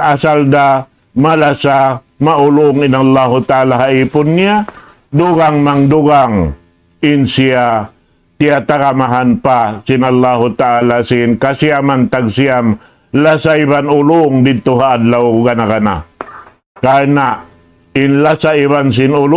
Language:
Tausug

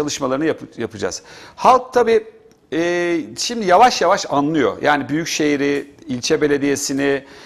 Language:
Turkish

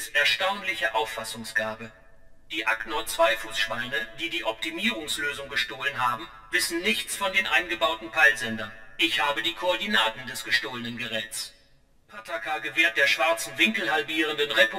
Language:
German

